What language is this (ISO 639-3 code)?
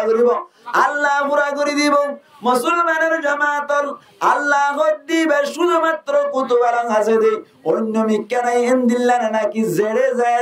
rhg